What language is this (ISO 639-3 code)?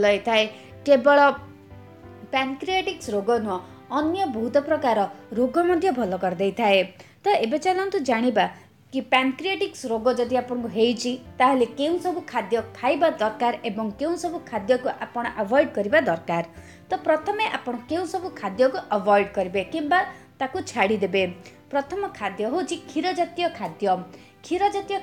ori